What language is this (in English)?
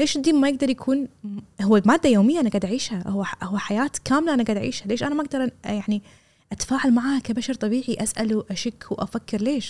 Gulf Arabic